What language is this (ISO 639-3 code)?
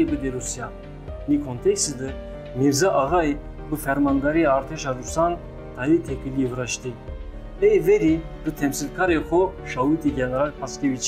zza